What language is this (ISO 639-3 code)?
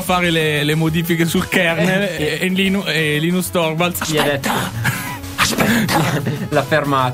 ita